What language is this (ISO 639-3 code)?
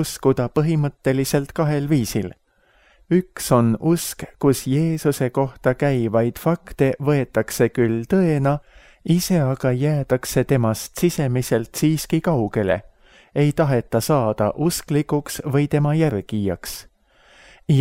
est